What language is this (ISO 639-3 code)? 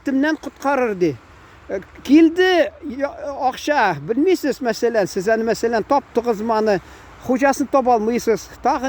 tat